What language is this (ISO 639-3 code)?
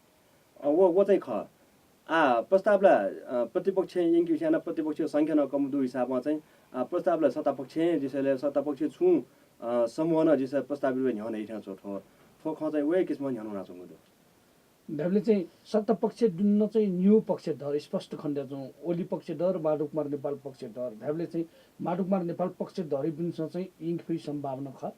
new